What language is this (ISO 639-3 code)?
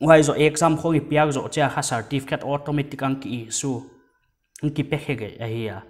pck